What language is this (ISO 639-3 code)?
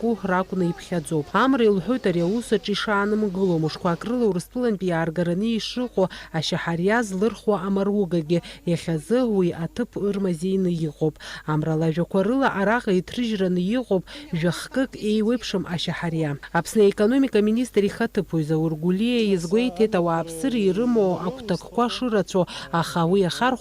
abk